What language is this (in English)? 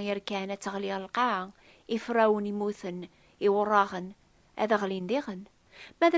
Kabyle